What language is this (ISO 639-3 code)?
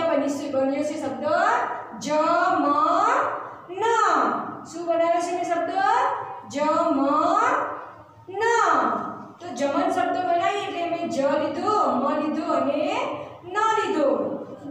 guj